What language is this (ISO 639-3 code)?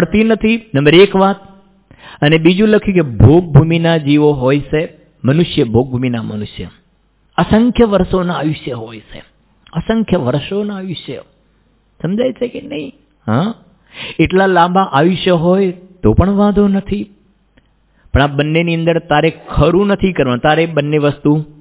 guj